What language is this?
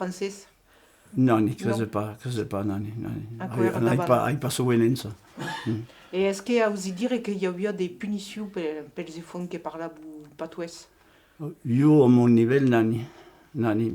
Occitan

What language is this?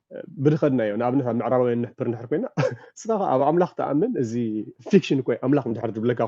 Tigrinya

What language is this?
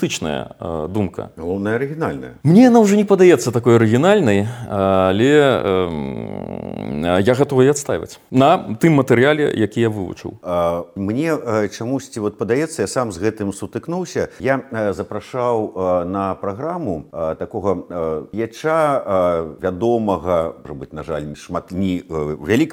Belarusian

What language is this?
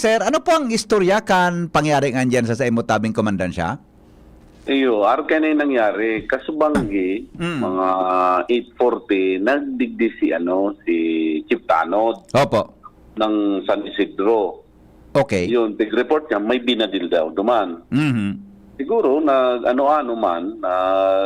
Bikol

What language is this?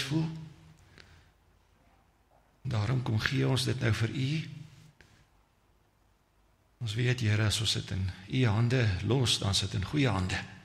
Afrikaans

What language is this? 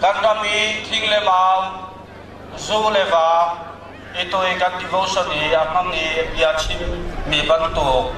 Hakha Chin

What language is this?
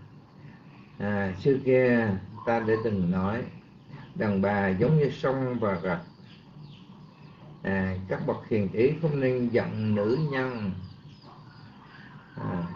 Vietnamese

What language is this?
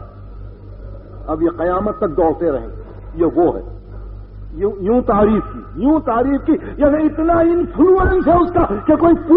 Urdu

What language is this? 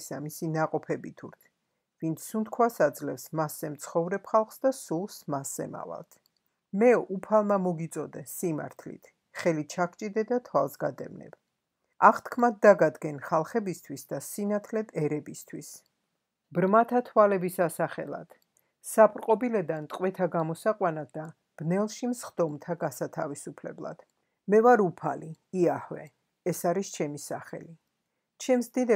Georgian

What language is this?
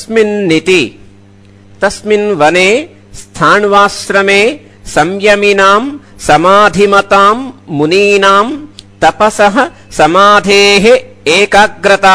Sanskrit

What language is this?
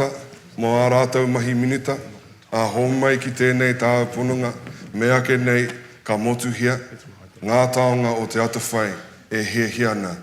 Māori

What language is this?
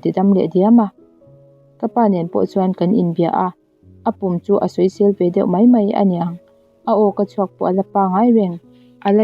Mizo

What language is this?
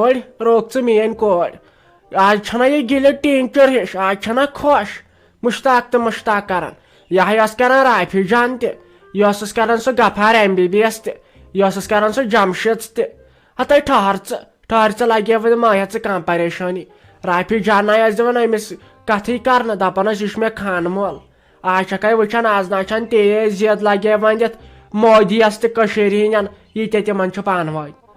Kashmiri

